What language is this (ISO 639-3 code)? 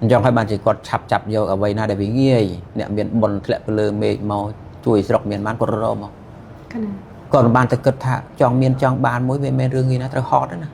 khm